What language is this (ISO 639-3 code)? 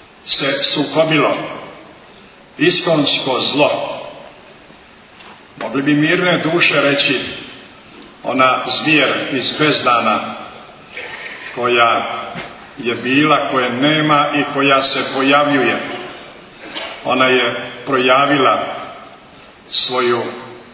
srp